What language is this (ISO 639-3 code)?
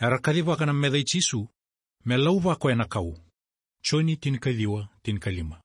fij